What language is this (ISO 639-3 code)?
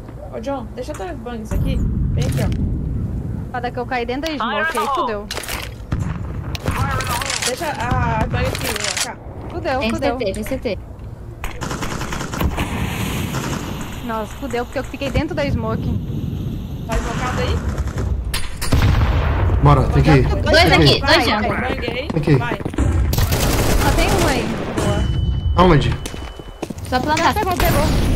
por